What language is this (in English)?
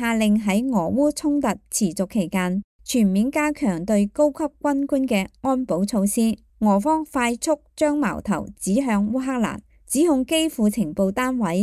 Cantonese